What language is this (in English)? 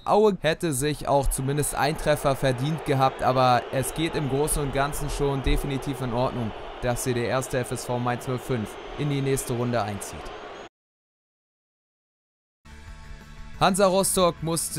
German